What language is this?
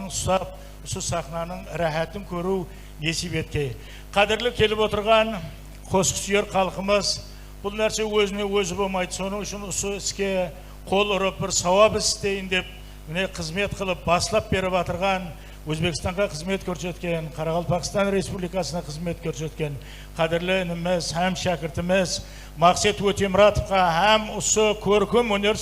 Kara-Kalpak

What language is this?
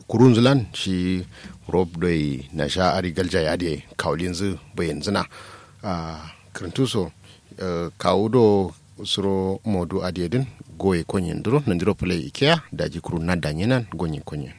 Kanuri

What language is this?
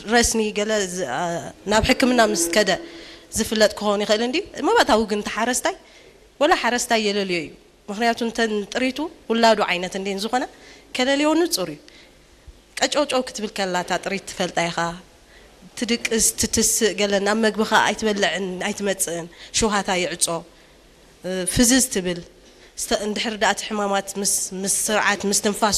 Tigrinya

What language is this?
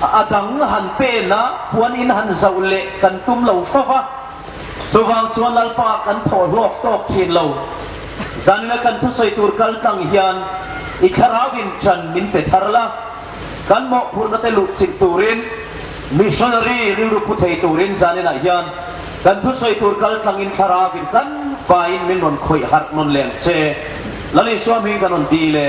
Hmar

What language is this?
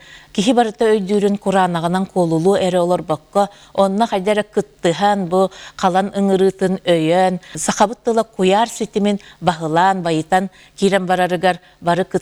Yakut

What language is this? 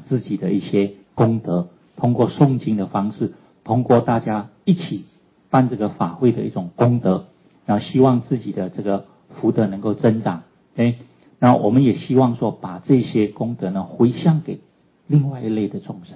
Chinese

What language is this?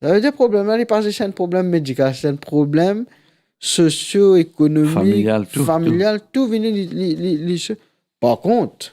Morisyen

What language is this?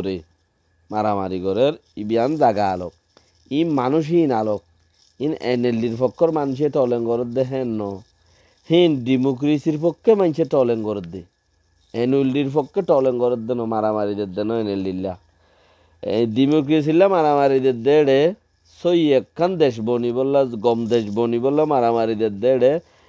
Rohingya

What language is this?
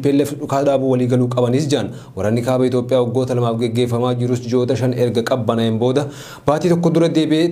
Oromo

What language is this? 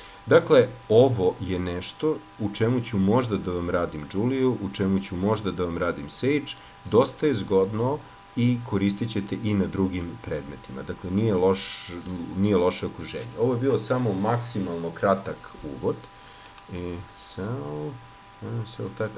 Serbian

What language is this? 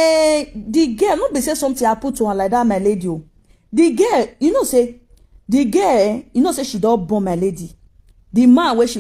Nigerian Pidgin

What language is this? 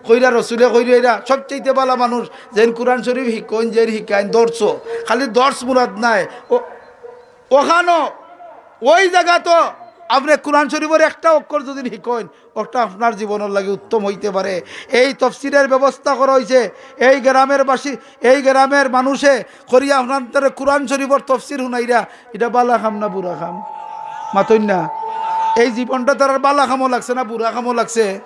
Sylheti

